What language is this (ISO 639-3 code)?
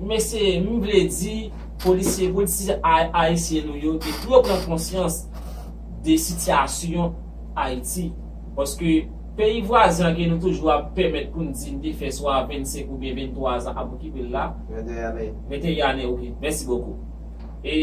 hat